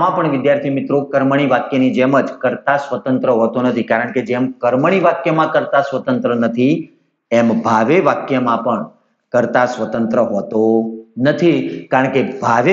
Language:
Gujarati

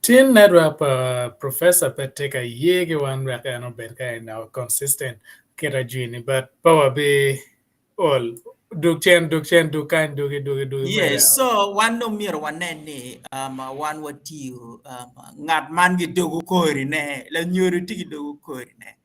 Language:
Acoli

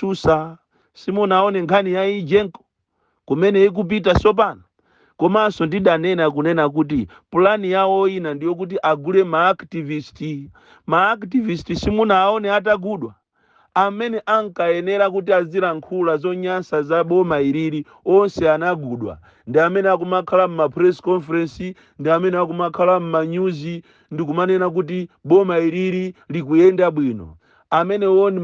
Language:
Nyanja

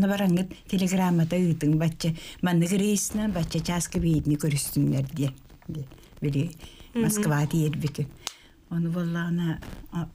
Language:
Yakut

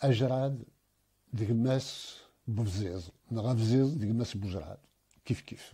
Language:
Kabyle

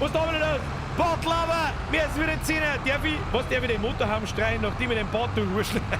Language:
Bavarian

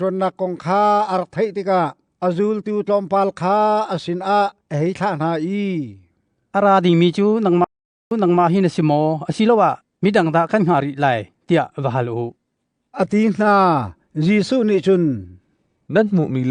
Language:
Hakha Chin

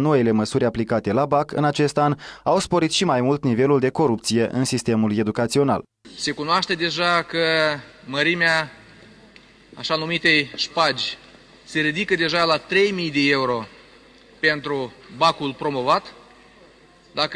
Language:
Romanian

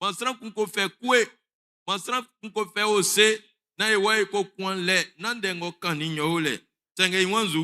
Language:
Baoulé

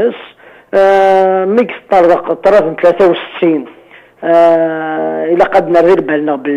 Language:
Kabyle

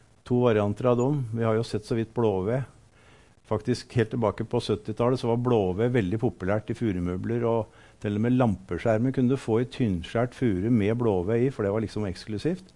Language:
Norwegian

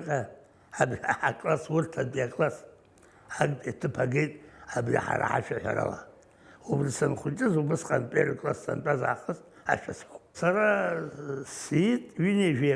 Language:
Abkhazian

